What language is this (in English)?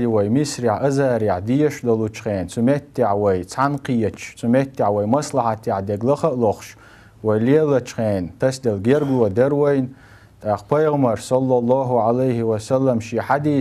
Chechen